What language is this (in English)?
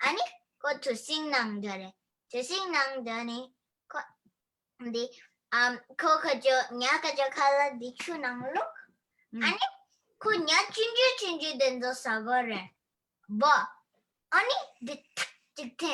Tibetan